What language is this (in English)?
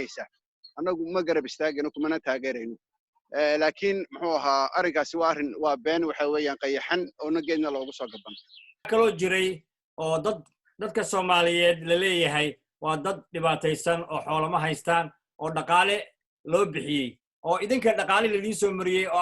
Somali